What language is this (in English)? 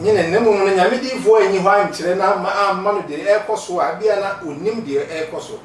Akan